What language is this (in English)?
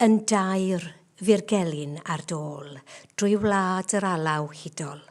Welsh